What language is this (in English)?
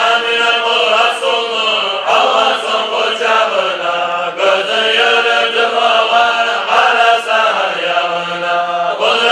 Kumyk